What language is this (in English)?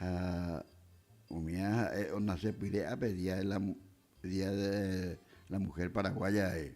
Guarani